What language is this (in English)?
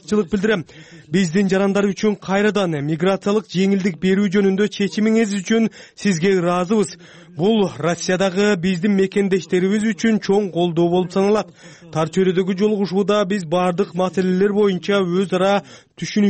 Kyrgyz